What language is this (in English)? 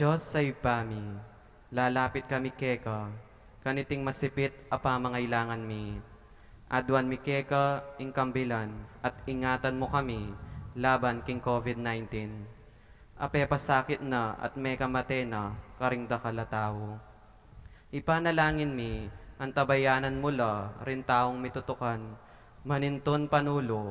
Pampanga